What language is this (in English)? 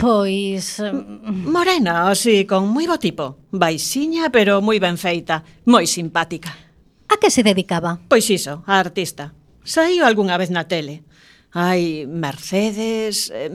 Galician